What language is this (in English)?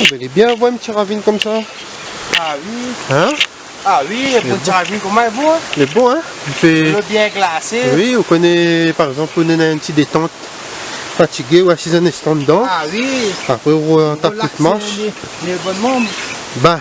Réunion Creole French